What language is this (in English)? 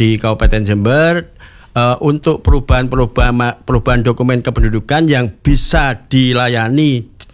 Indonesian